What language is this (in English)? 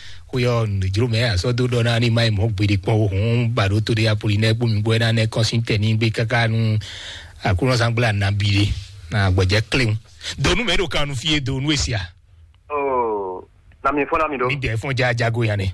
Fon